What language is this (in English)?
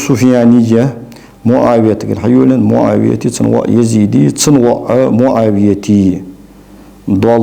Ingush